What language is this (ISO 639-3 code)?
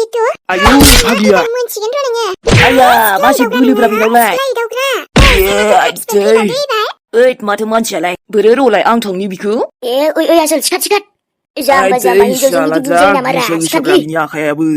brx